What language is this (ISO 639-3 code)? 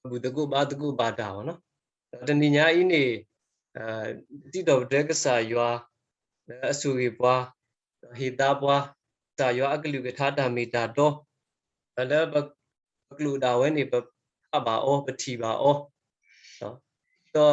ksw